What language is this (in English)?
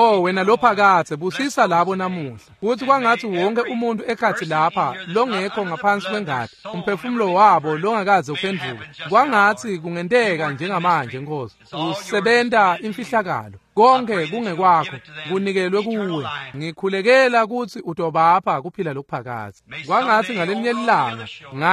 Swati